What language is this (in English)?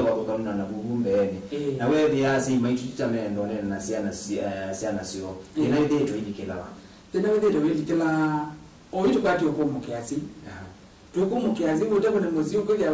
Kamba